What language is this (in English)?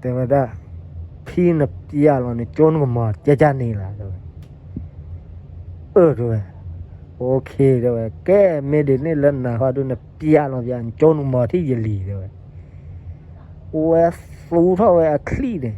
S'gaw Karen